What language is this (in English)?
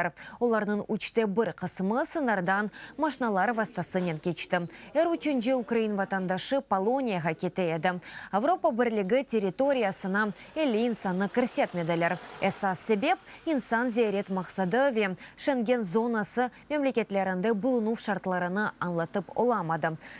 Crimean Tatar